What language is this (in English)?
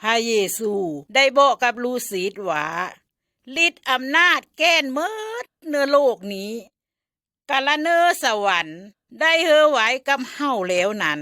Lao